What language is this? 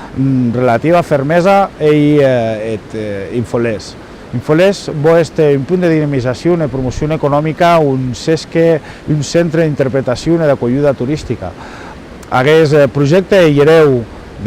Occitan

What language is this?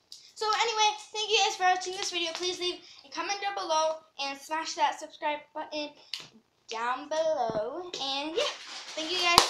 English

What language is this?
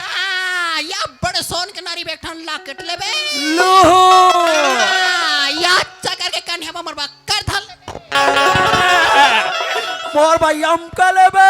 Chhattisgarhi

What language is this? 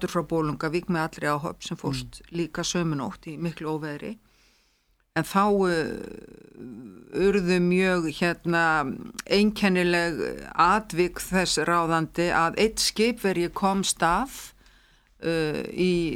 Icelandic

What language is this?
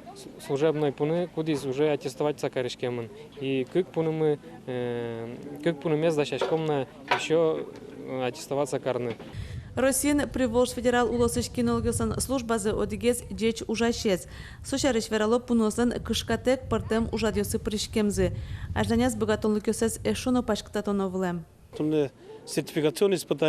Udmurt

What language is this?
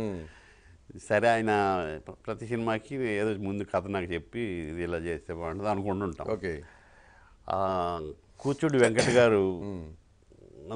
Telugu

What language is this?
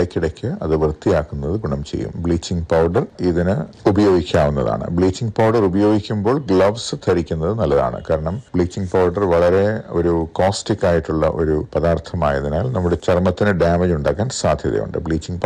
Malayalam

